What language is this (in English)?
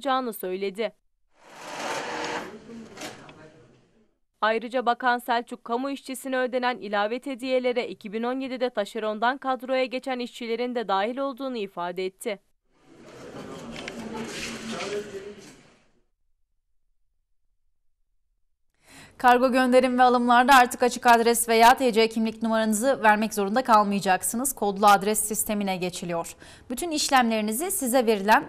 Turkish